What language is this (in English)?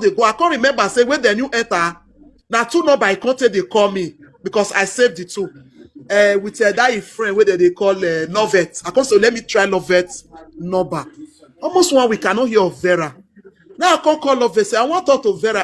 Nigerian Pidgin